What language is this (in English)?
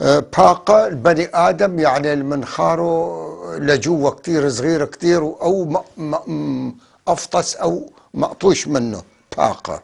North Levantine Arabic